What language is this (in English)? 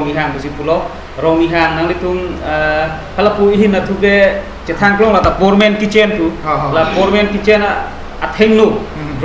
Karbi